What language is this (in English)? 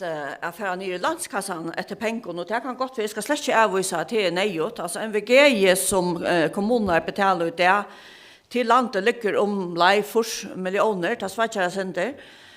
Faroese